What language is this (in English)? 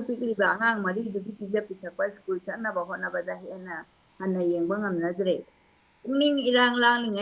Manipuri